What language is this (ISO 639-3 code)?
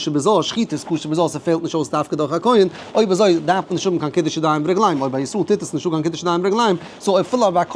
yid